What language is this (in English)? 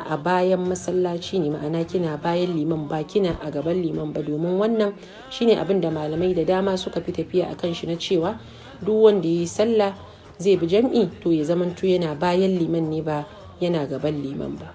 Hausa